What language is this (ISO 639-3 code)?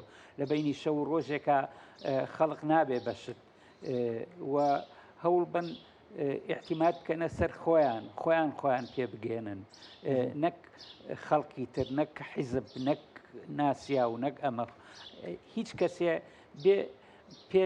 ckb